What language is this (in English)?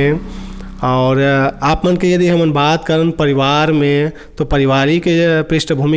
Chhattisgarhi